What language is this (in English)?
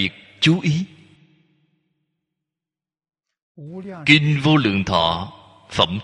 Vietnamese